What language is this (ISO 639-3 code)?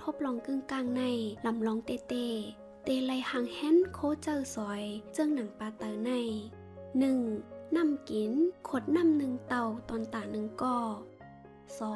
shn